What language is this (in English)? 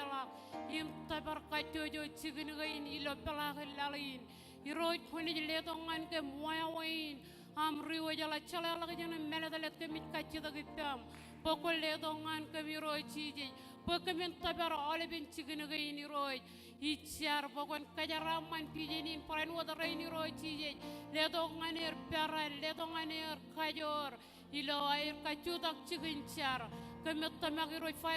Marshallese